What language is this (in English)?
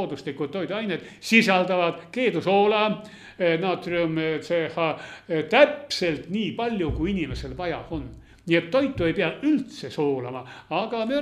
Estonian